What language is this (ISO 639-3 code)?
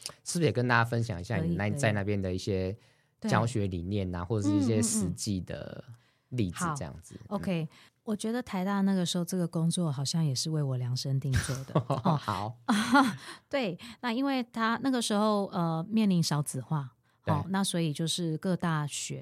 zho